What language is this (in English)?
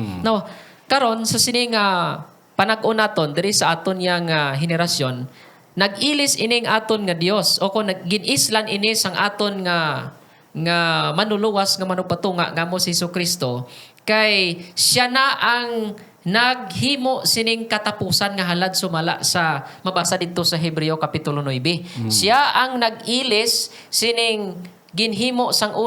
Hiligaynon